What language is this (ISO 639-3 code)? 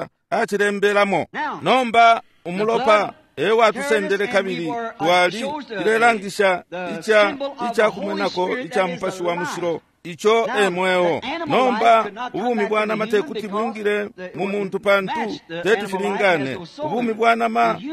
bem